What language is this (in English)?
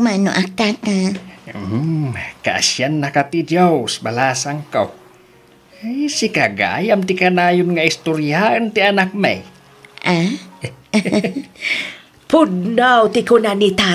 Iloko